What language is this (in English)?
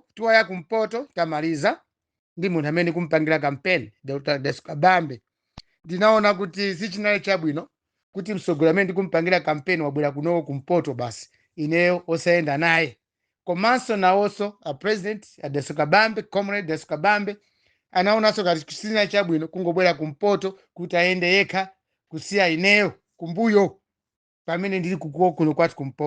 Nyanja